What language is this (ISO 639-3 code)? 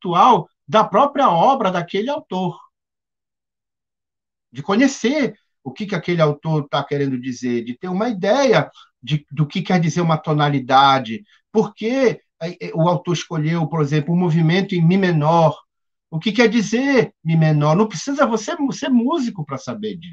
por